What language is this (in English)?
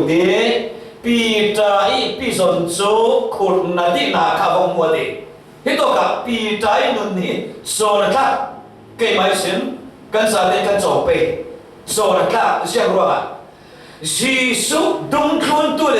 Falam Chin